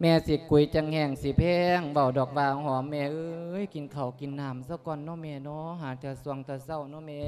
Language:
Lao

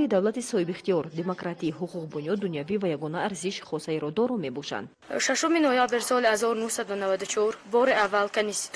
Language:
Tajik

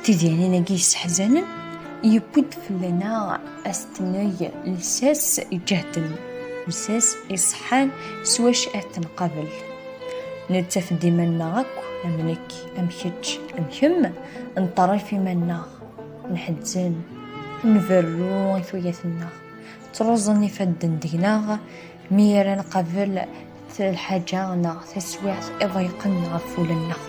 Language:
Kabyle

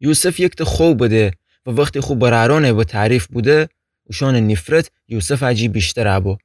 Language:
Gilaki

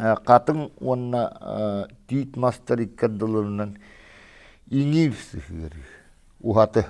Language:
Yakut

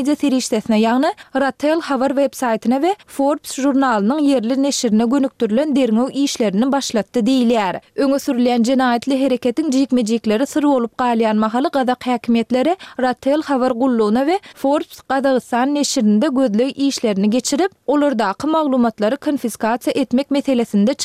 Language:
Turkmen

